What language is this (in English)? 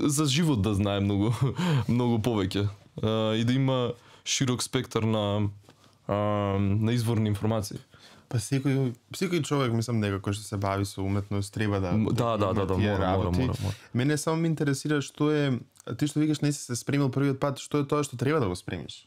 Macedonian